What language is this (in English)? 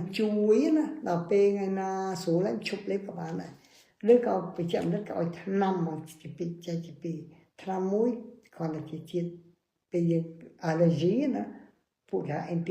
Khmer